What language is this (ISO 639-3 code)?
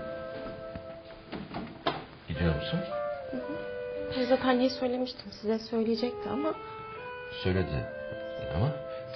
tur